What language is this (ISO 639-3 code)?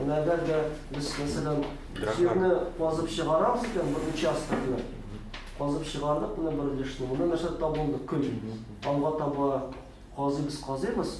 tat